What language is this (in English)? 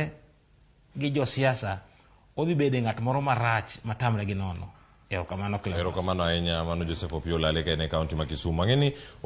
Luo (Kenya and Tanzania)